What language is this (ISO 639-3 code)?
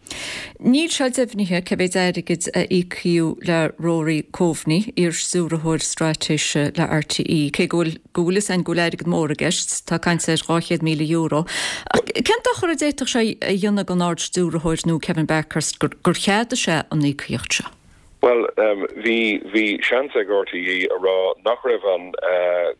gle